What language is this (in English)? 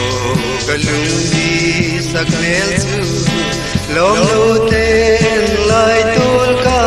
Hmar